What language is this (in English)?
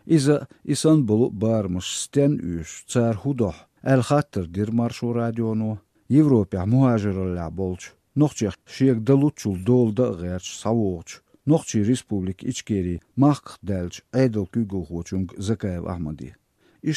Chechen